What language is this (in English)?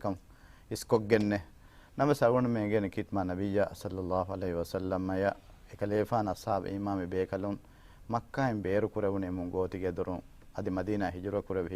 Divehi